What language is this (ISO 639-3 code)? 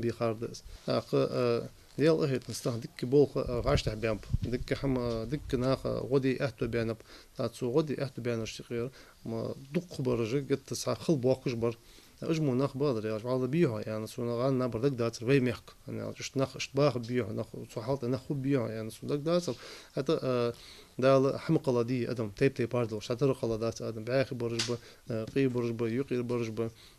inh